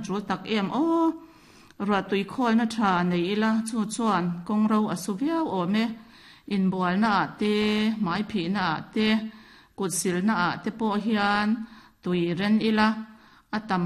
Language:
Mizo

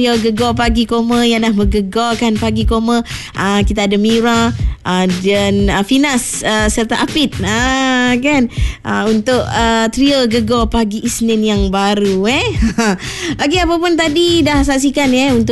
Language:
Malay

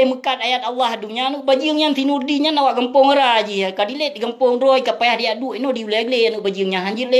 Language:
Achinese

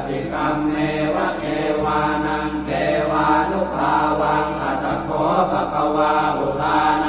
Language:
Pali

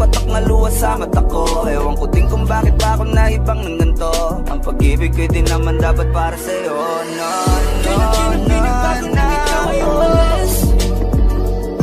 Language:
Filipino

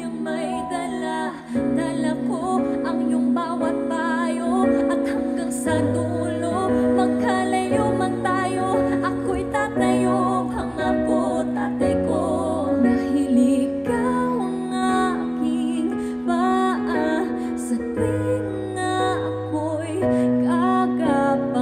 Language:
Filipino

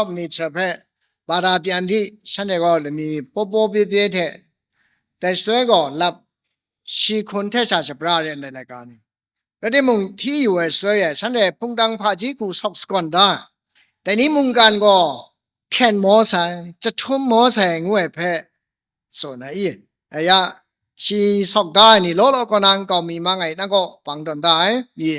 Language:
Kachin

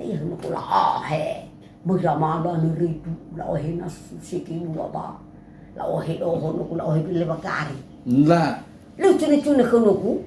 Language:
Nias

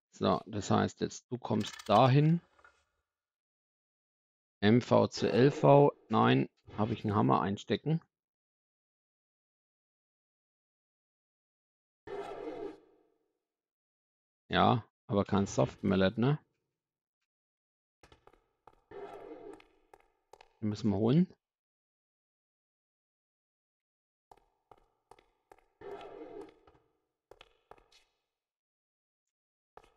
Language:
German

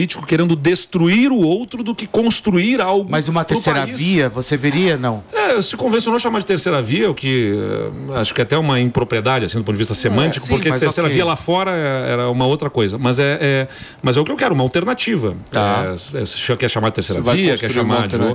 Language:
Portuguese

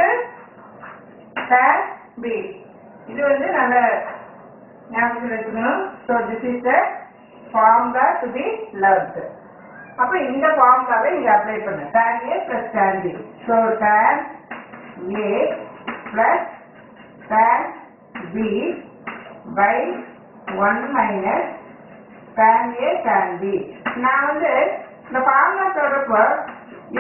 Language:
Tamil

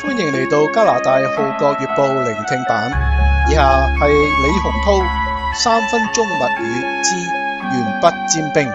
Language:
Cantonese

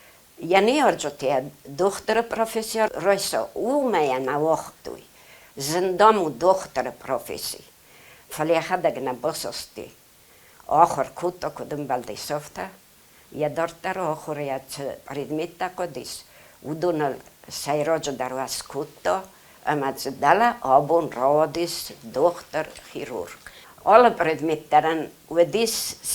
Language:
Ossetic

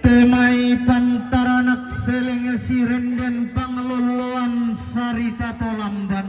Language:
Toraja-Sa'dan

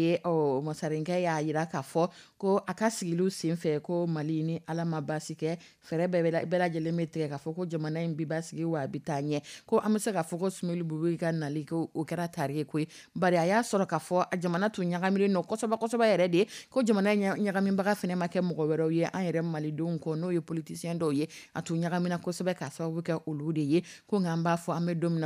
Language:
Dyula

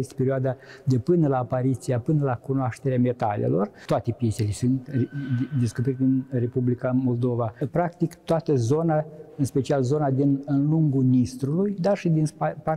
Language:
Romanian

